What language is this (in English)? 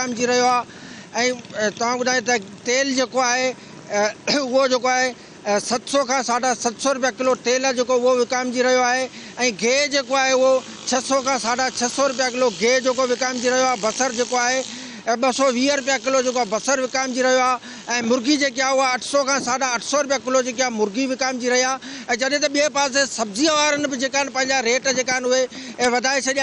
Sindhi